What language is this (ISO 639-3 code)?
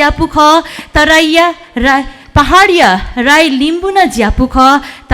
new